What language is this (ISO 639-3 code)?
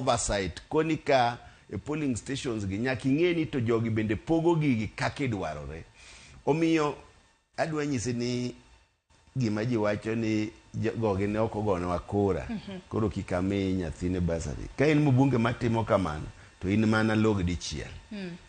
luo